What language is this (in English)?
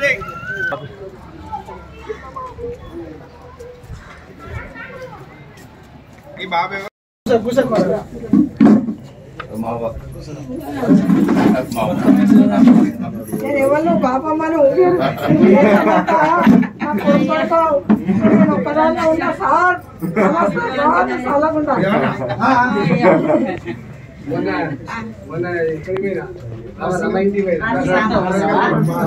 Telugu